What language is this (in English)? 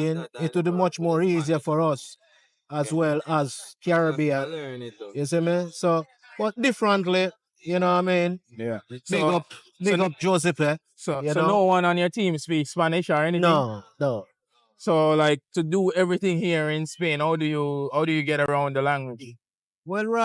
Jamaican Creole English